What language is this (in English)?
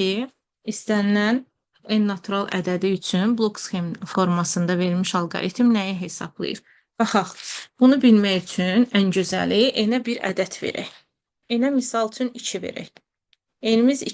Azerbaijani